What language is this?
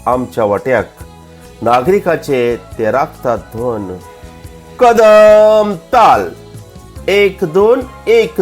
Konkani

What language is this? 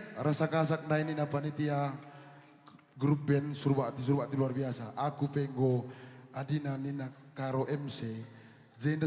Batak Karo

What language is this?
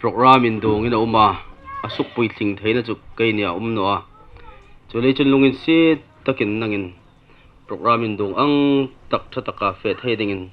Hmar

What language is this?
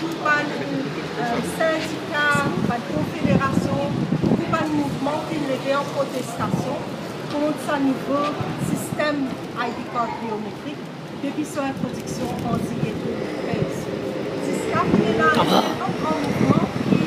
Morisyen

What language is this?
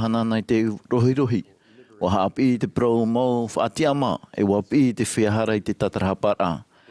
Tahitian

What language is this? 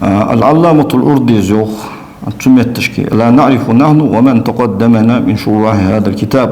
Ingush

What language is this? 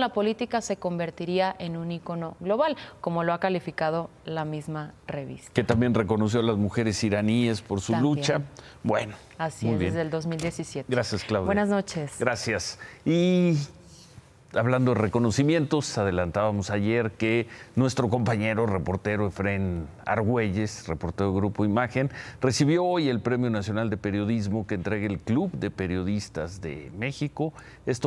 Spanish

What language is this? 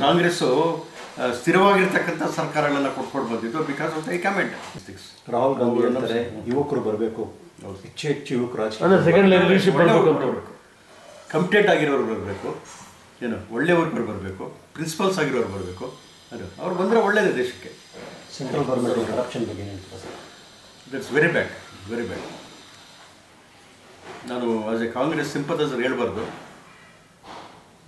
Kannada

